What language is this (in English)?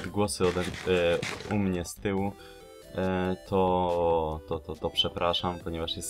Polish